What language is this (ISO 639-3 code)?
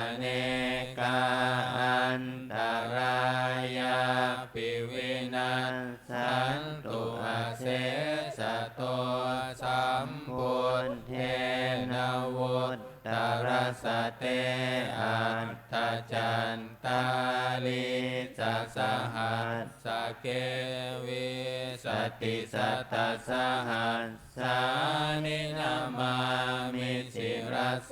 pli